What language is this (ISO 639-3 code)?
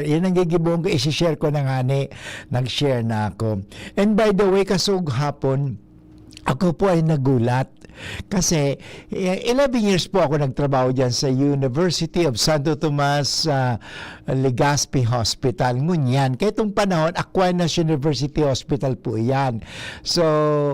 bik